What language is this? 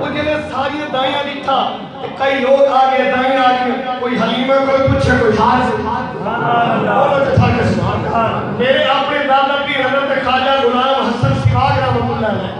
Saraiki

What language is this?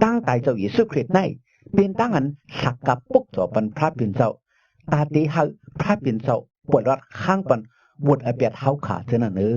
Shan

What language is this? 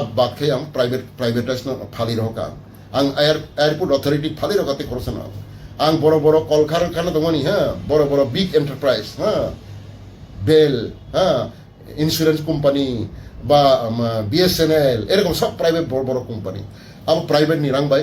Kok Borok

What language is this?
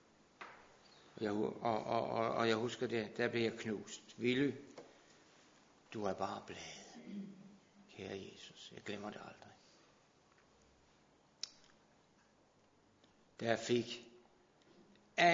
Danish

